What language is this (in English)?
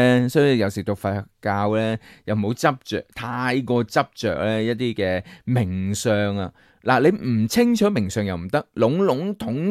Cantonese